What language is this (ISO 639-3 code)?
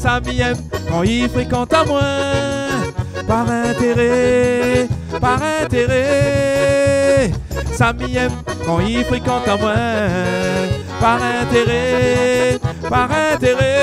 rcf